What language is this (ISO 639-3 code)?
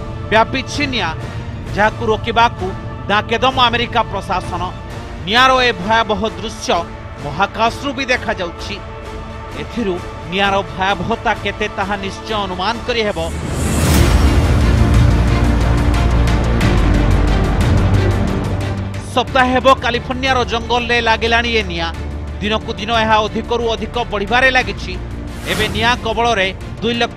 ori